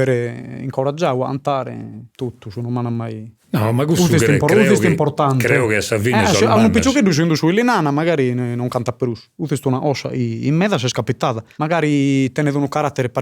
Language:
Sardinian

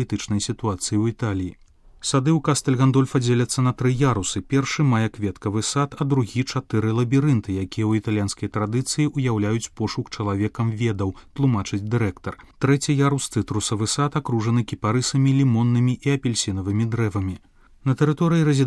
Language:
Belarusian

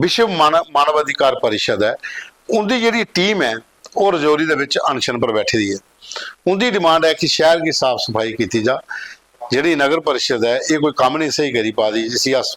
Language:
Dogri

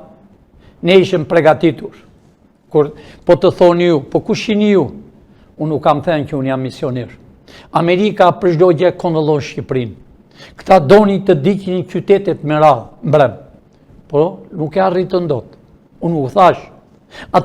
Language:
Albanian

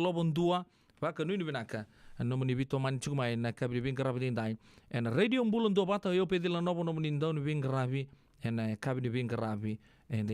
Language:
Fijian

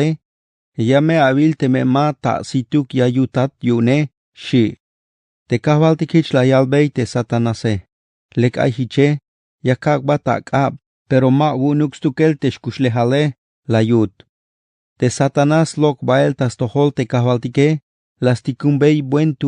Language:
Tzeltal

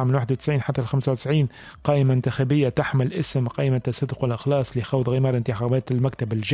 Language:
Tunisian Arabic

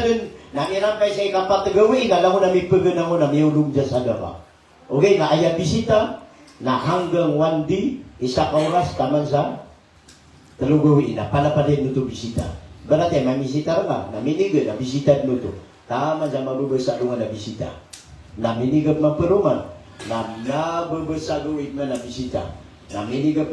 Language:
Maranao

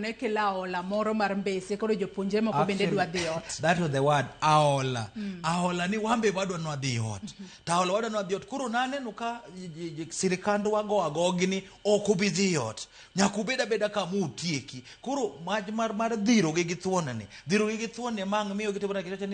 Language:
Luo (Kenya and Tanzania)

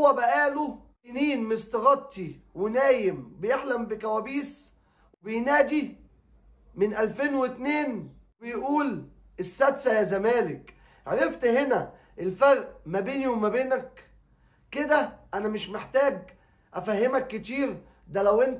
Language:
Egyptian Arabic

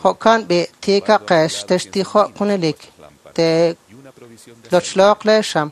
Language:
Kekchí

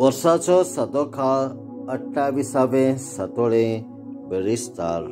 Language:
Konkani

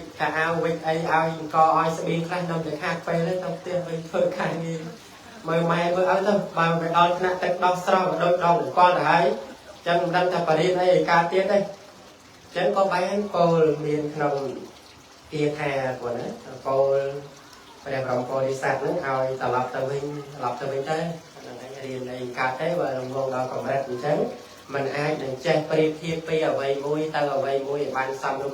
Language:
Khmer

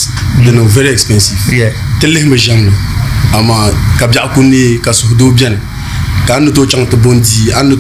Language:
Dagbani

